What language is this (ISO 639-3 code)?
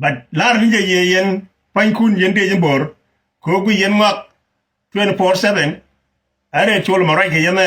nus